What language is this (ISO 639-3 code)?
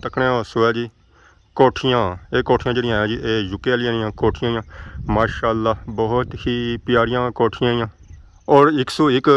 phr